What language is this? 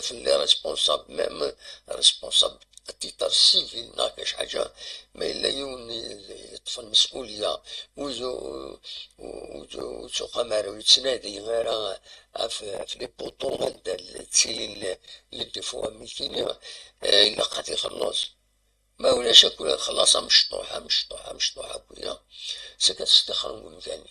Kabyle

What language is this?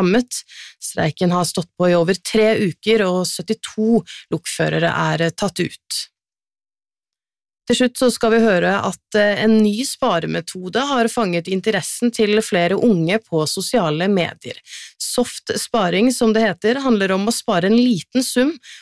Norwegian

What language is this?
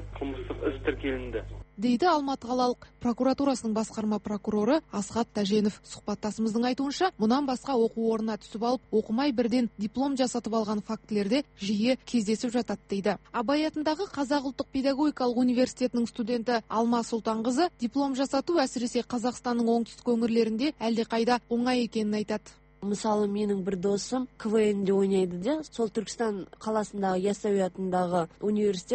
Kazakh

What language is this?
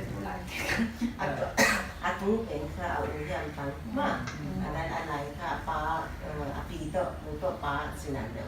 Paite Chin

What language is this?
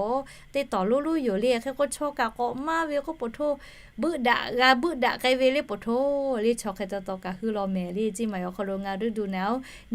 Lahu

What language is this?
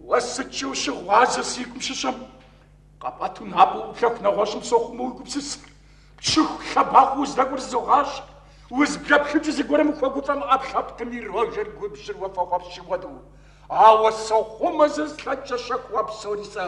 Kabardian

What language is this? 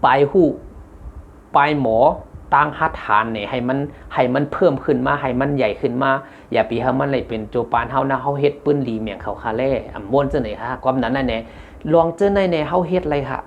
Shan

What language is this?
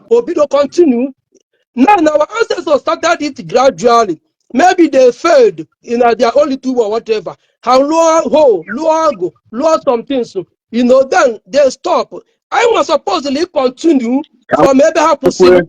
Igbo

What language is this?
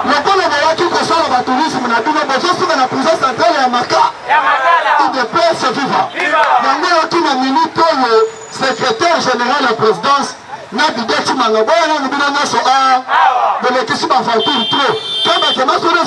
Lingala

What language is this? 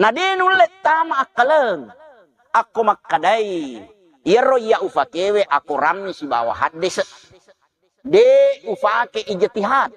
Buginese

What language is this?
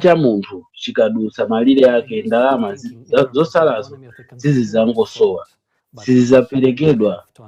Nyanja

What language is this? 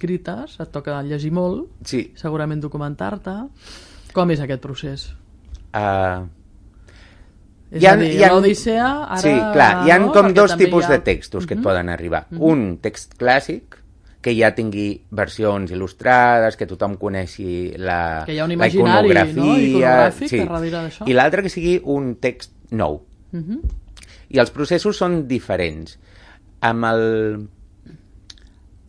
Catalan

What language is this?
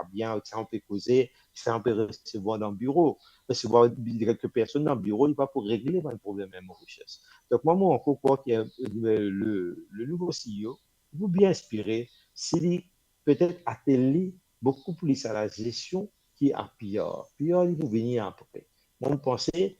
Morisyen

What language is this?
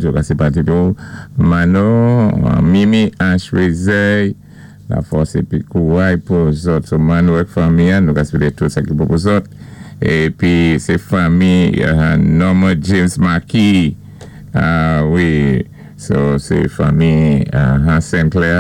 Saint Lucian Creole French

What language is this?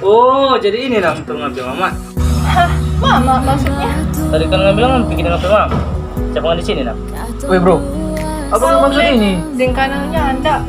Manado Malay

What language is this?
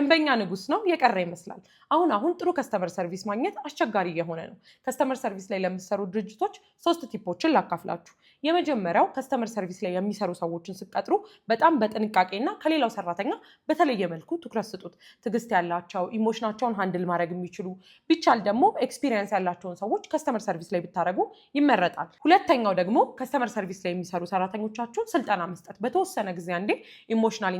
Amharic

